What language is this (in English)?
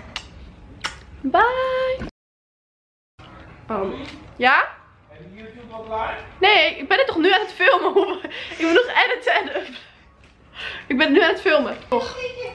Dutch